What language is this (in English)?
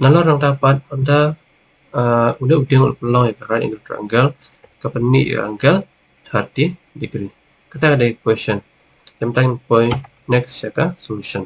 Khasi